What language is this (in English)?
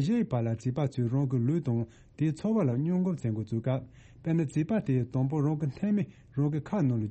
Tibetan